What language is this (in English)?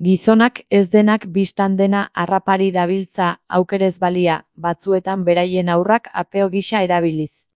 Basque